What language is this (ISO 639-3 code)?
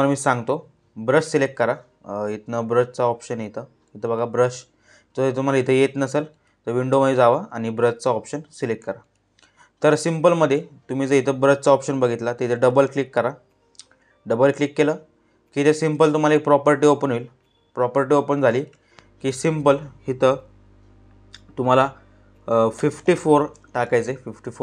mar